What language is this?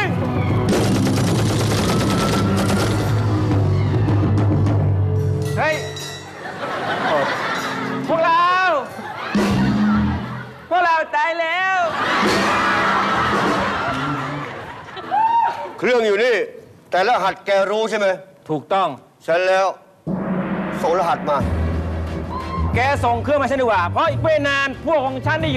Thai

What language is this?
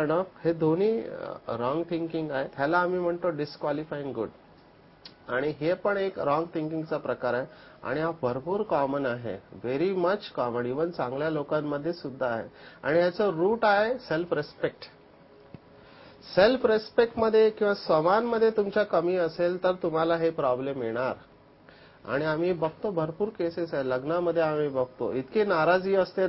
Marathi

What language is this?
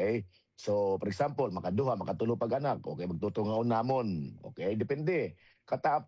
Waray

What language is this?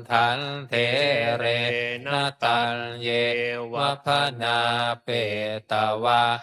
Pali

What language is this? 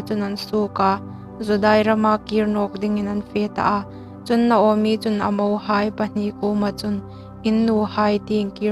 Hmar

